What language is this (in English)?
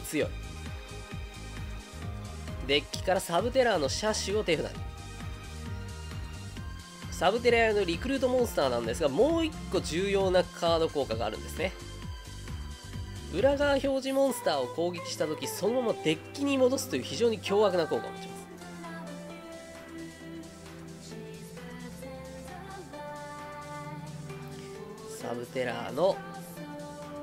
Japanese